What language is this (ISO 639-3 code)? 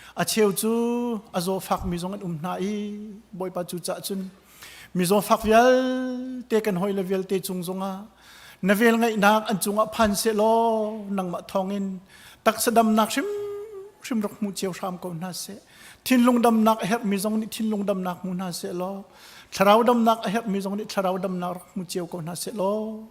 cnh